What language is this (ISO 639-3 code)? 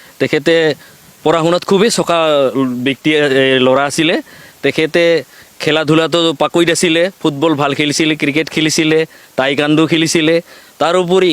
asm